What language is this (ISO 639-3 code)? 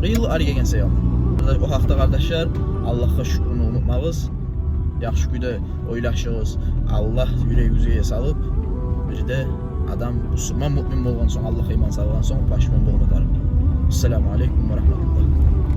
kum